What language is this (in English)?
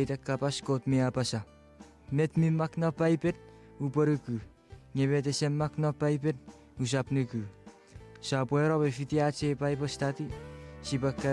Chuukese